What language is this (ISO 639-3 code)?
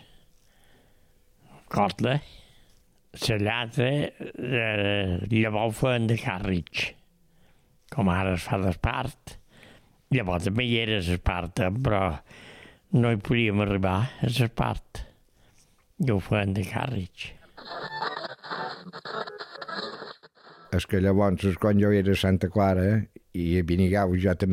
cat